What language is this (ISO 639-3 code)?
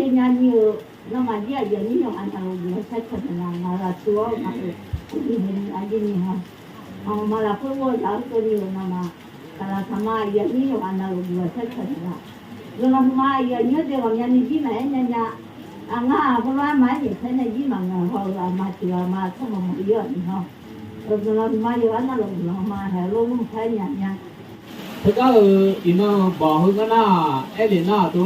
ahk